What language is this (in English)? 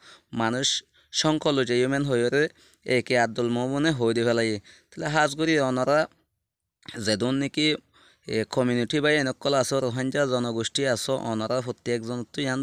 Rohingya